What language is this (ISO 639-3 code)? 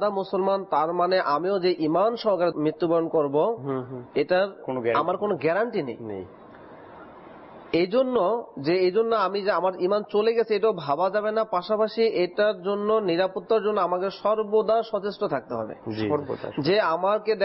ben